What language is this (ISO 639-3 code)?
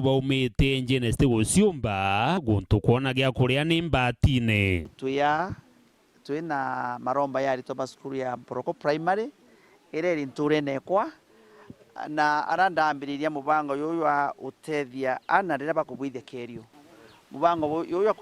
mer